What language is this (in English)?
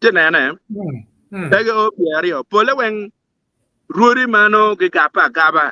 Acoli